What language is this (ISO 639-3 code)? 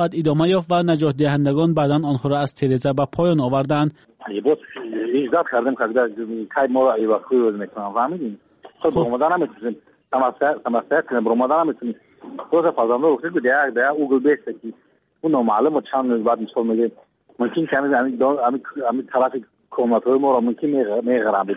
fas